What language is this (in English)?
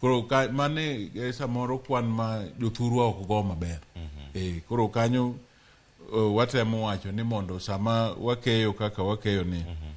Luo (Kenya and Tanzania)